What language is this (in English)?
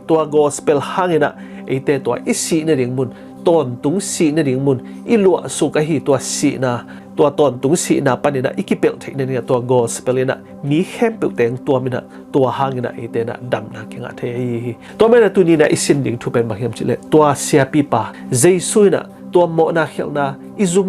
Tedim Chin